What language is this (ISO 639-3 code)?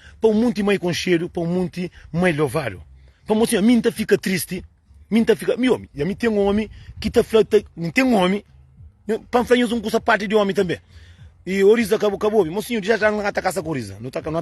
kea